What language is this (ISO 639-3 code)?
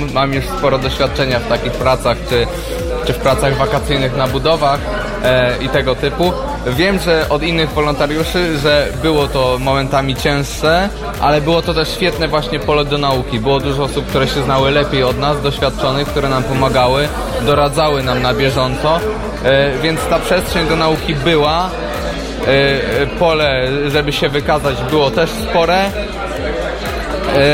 pol